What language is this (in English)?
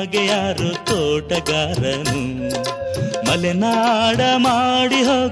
Kannada